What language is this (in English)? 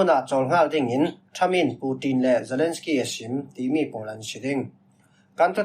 Falam Chin